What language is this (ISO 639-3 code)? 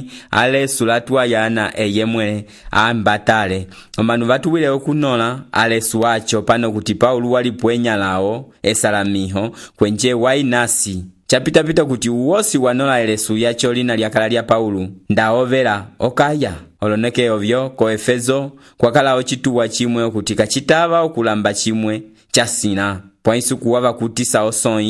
umb